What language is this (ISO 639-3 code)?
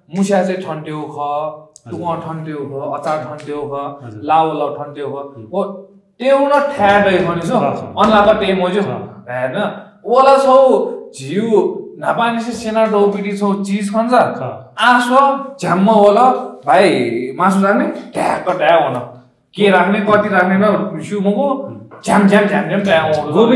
new